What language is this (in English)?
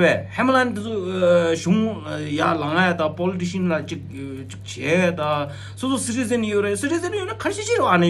Tibetan